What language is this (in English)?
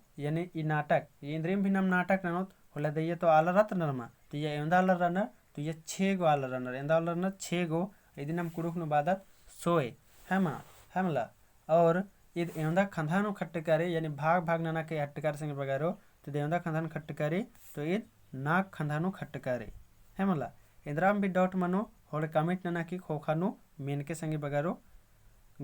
Kurukh